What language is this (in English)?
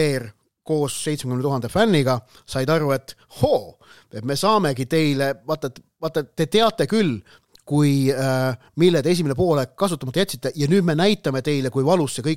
Estonian